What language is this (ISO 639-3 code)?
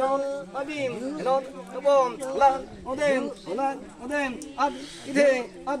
mjw